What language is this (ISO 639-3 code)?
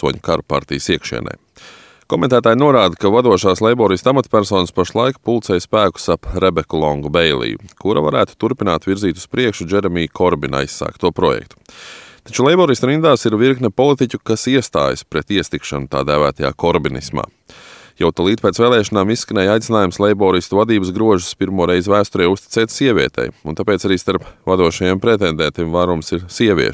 lav